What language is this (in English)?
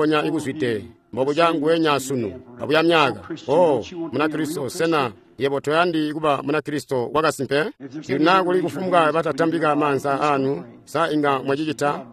Tonga (Zambia)